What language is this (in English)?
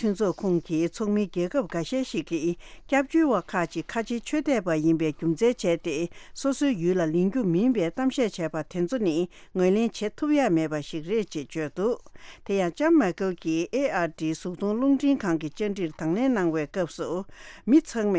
Tibetan